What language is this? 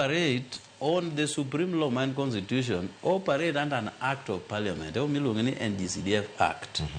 Luo (Kenya and Tanzania)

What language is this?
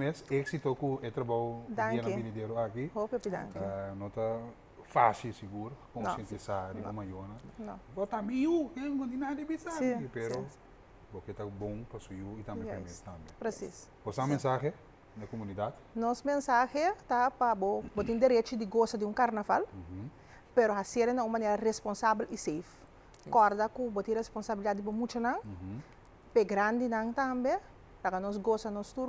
Papiamento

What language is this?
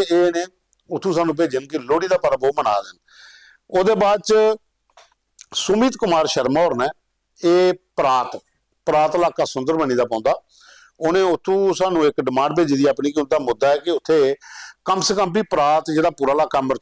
Dogri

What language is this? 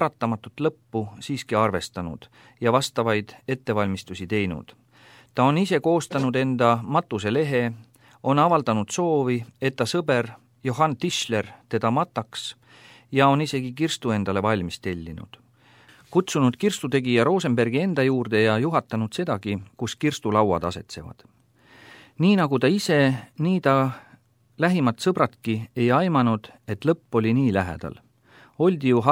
Estonian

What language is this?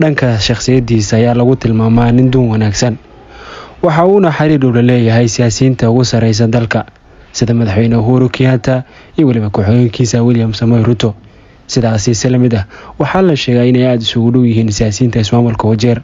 Somali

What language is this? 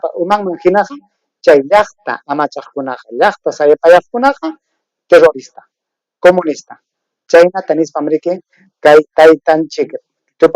Ayacucho Quechua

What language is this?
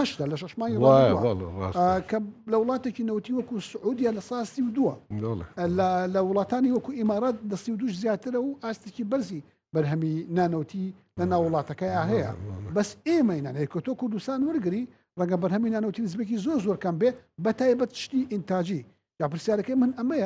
Central Kurdish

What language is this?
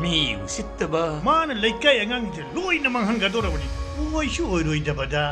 Manipuri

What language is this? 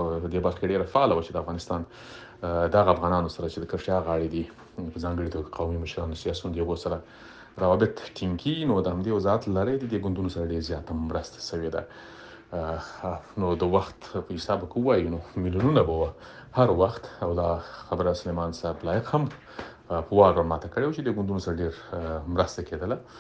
Pashto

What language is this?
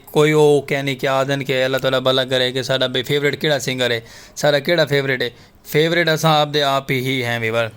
Saraiki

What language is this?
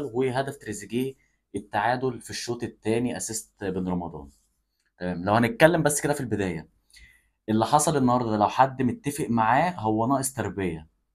Egyptian Arabic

